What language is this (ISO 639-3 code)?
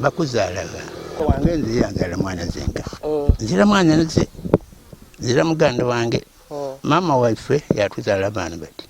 lug